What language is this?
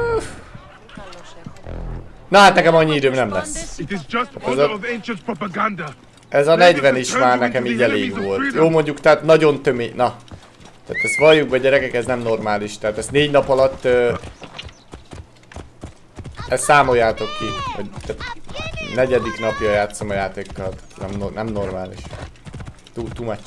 Hungarian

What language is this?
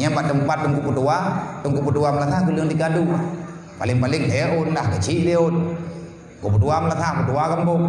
Achinese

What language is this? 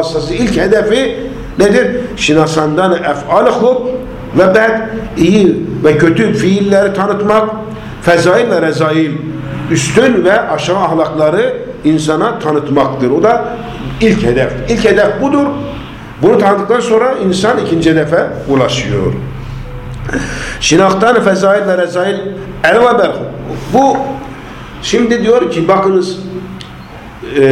Turkish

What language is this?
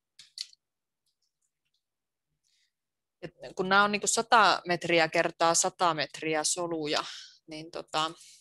Finnish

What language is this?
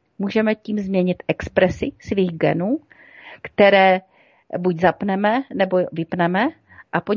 Czech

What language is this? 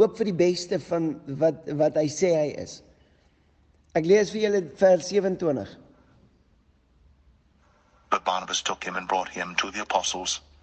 Afrikaans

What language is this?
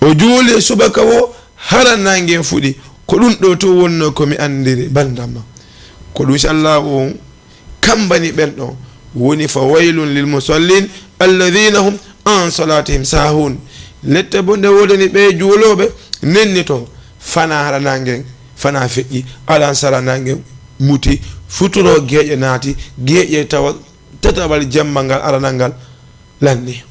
Fula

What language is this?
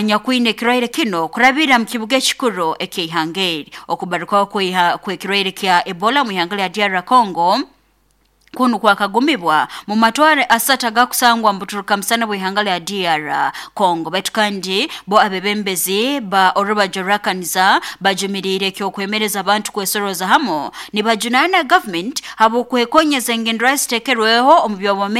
Nyoro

